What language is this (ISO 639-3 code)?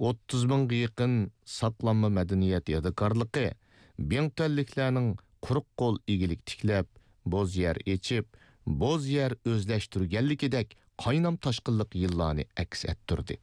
uig